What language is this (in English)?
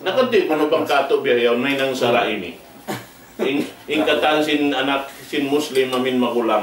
Tausug